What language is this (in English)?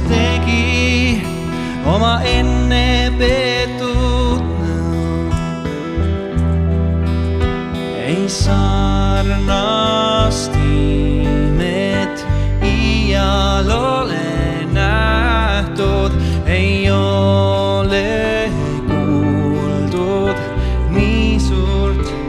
Estonian